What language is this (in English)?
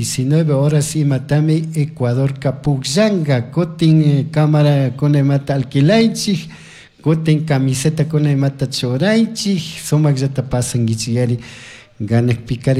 Chimborazo Highland Quichua